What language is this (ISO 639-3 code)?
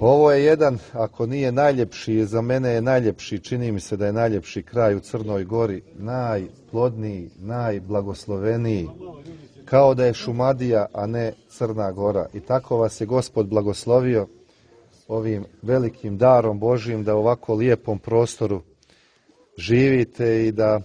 hrv